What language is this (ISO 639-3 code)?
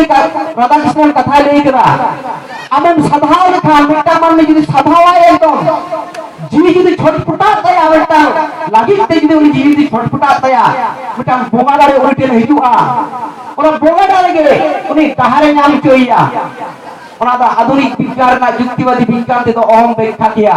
sat